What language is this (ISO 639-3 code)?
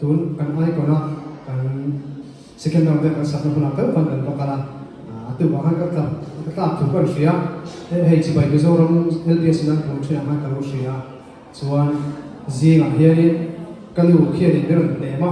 lus